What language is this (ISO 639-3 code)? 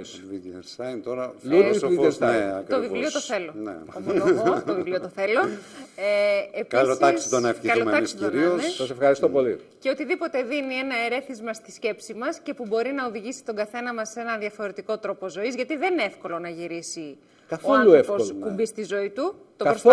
ell